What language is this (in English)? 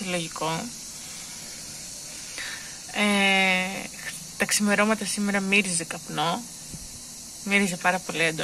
Greek